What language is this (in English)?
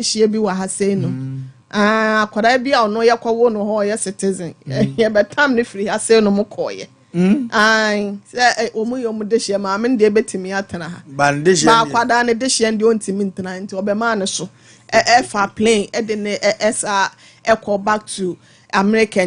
Akan